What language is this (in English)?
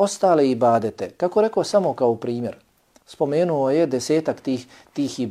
Bosnian